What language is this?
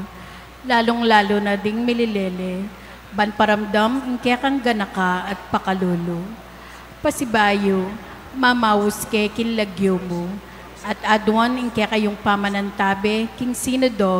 Pampanga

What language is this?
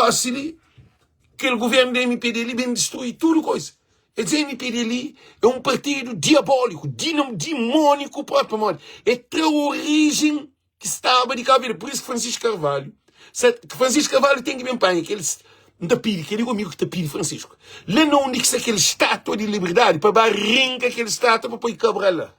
Kabuverdianu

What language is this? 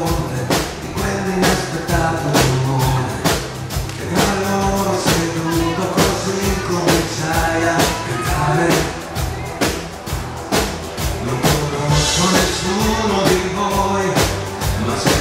Italian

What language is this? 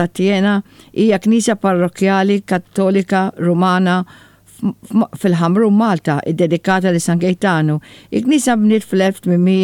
Maltese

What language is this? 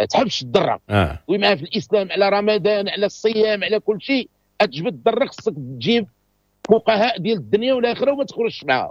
Moroccan Arabic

